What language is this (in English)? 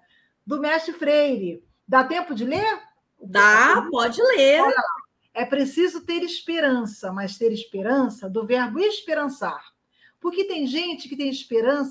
Portuguese